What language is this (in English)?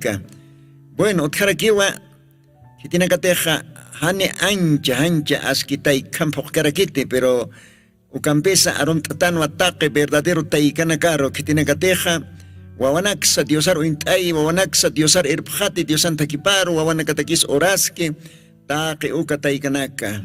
Aymara